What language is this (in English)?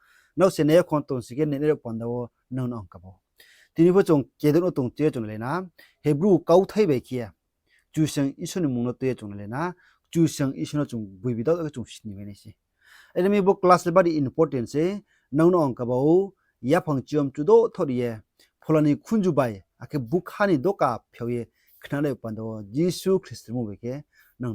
Riang (India)